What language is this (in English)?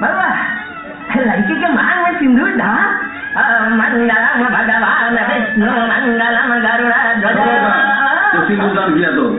Magahi